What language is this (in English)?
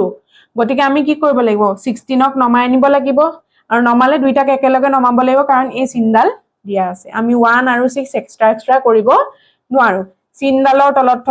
Assamese